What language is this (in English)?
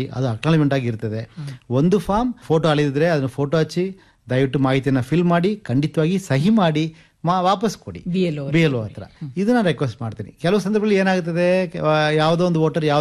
Kannada